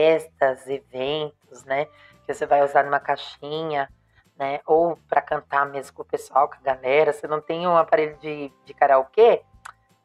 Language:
Portuguese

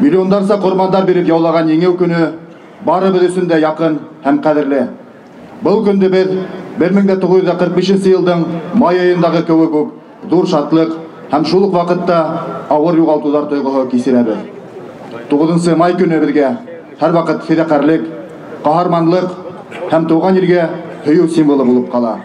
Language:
Bashkir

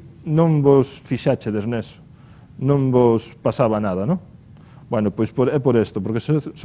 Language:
Galician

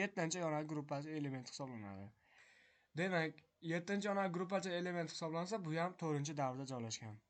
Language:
Uzbek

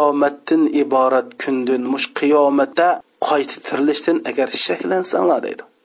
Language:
Uyghur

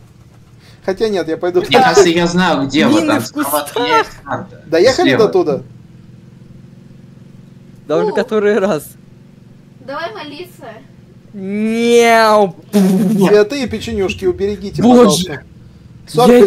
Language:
Russian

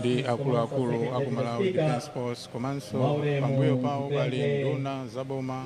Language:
Nyanja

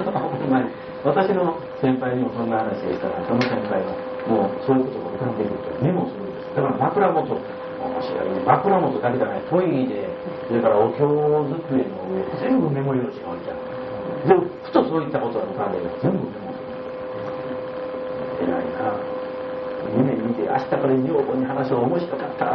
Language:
Japanese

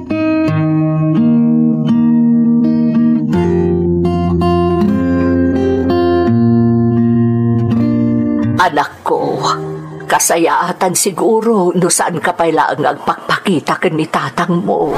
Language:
Iloko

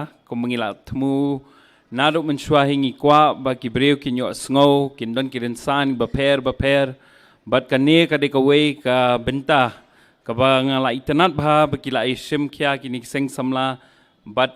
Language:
Khasi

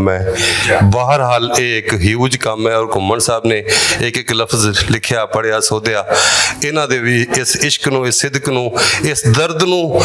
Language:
Western Panjabi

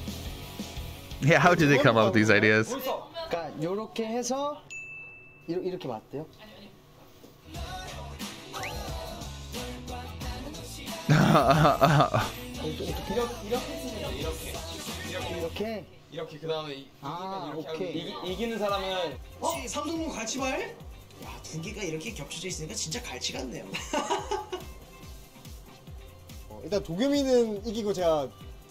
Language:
Korean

